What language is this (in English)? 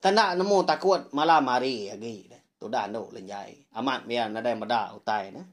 Iban